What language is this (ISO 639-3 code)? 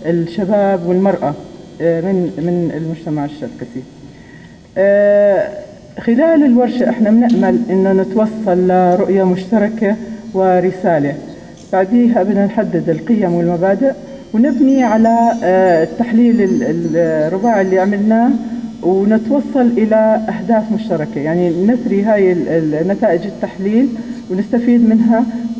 apc